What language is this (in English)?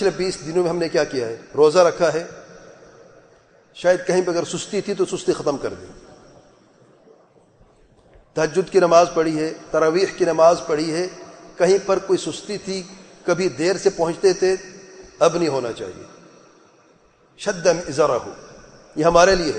Urdu